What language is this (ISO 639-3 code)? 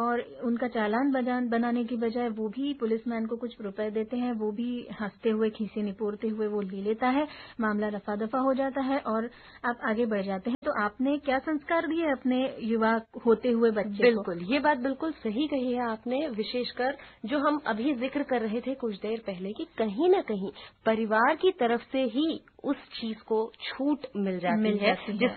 hin